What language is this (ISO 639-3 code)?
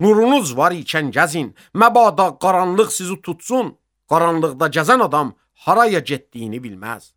aze